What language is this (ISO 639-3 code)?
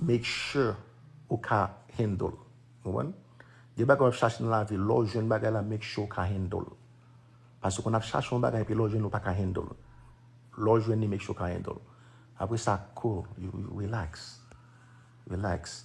hat